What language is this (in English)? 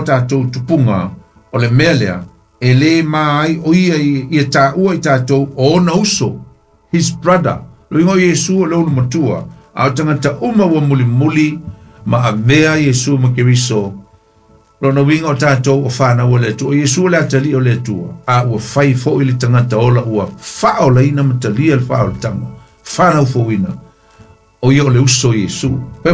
Samoan